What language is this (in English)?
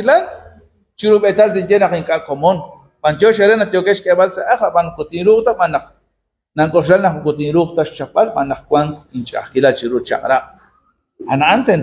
Kekchí